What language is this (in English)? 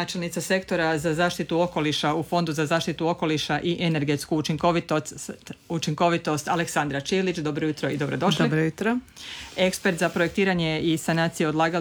Croatian